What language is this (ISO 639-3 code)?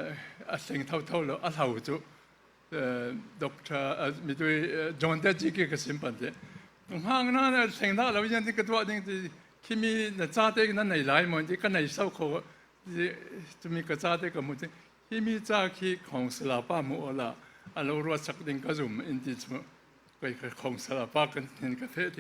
cfm